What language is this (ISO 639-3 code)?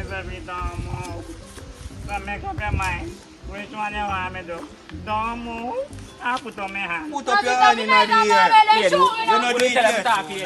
jam